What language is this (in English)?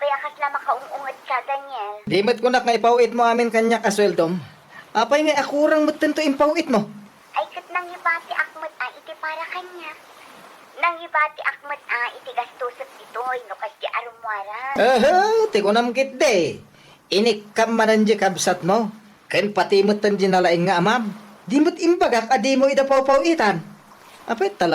Iloko